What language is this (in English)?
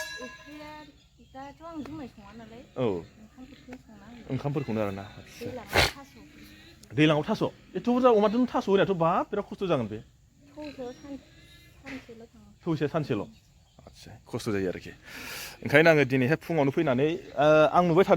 Bodo